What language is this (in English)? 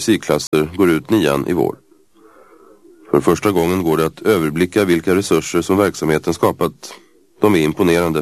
Swedish